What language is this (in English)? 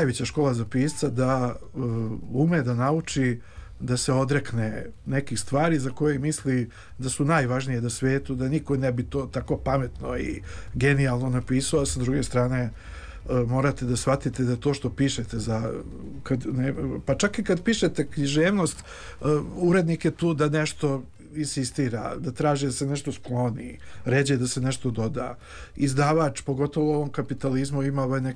Serbian